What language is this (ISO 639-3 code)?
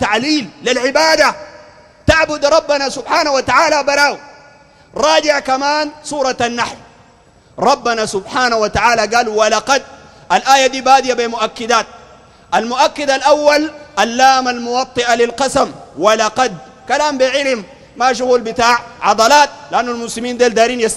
apd